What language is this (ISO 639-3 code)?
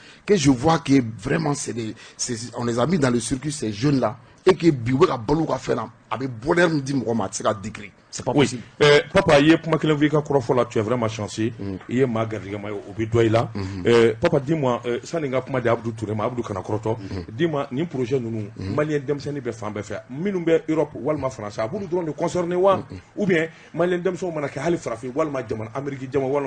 bam